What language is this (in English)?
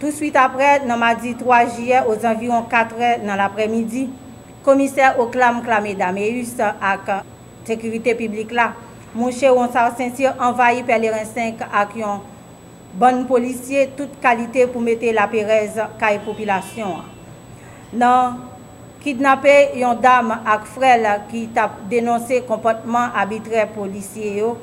Haitian Creole